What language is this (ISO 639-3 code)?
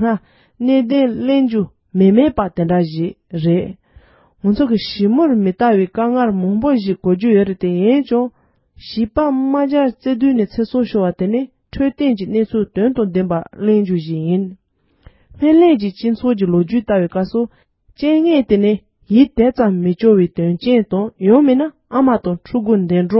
bod